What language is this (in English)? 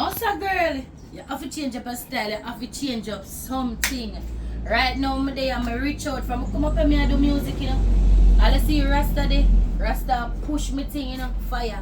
Jamaican Creole English